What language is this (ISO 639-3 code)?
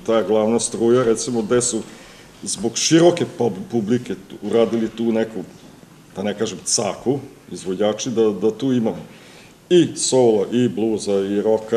srp